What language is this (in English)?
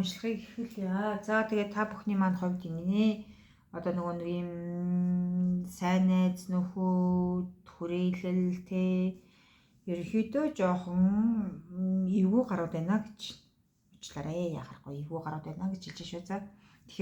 Mongolian